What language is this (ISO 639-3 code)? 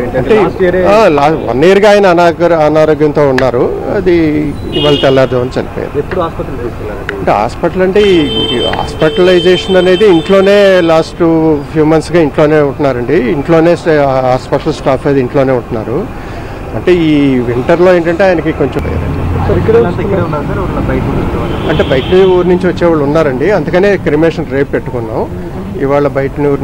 tel